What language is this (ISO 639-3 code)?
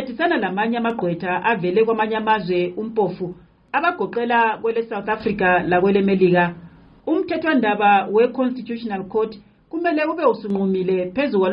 nde